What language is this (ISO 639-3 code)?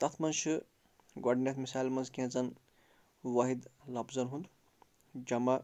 kas